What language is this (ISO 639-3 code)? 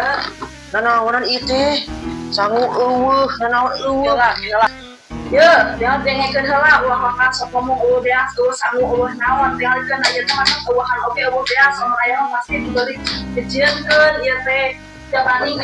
sun